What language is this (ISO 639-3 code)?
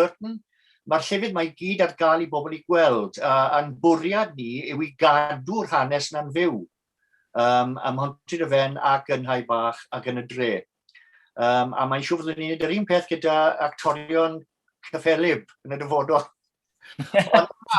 cym